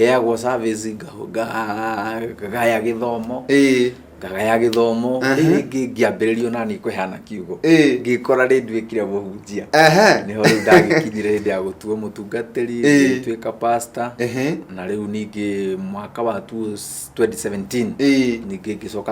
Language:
Kikuyu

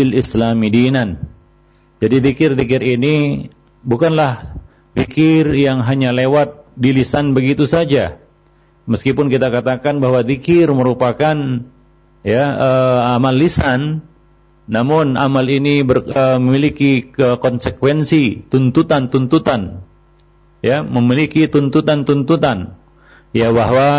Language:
Indonesian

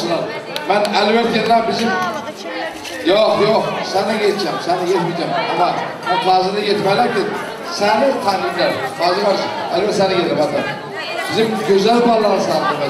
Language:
Turkish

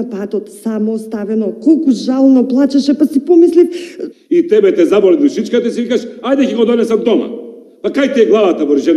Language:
Macedonian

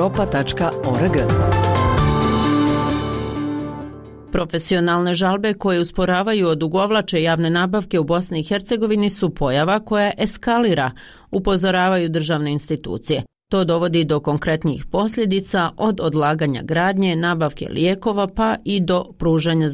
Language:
Bosnian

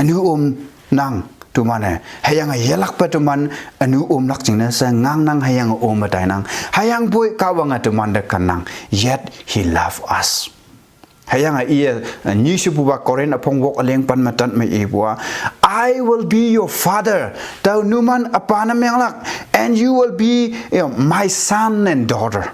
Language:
Konyak Naga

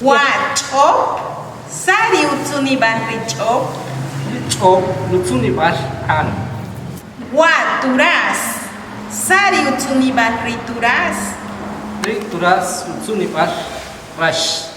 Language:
Achi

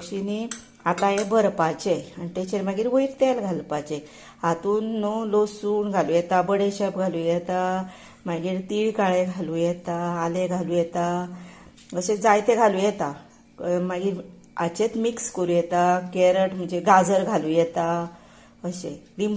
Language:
Konkani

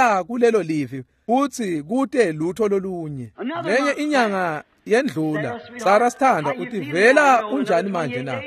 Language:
Swati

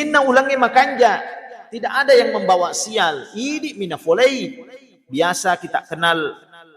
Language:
Buginese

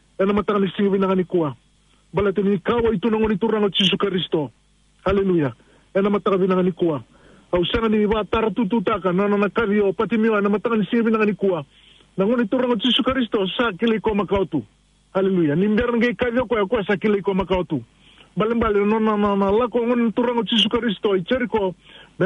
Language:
Fijian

